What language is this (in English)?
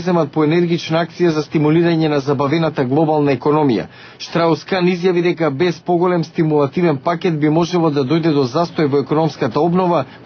Macedonian